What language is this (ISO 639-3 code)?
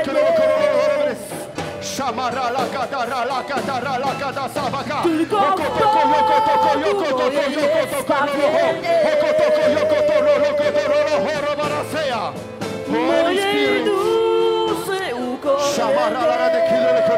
pol